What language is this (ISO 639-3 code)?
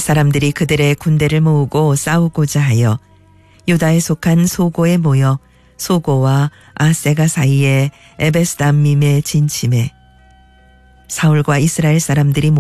kor